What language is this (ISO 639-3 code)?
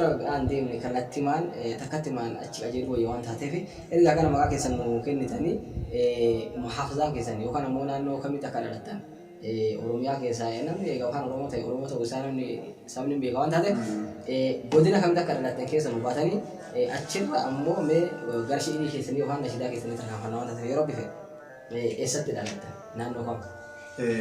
orm